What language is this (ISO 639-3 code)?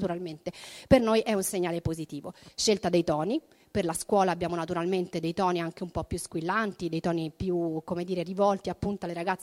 ita